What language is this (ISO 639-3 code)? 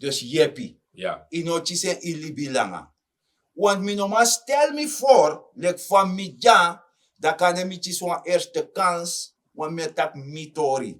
srn